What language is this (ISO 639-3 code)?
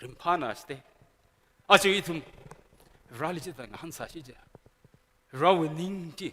nmf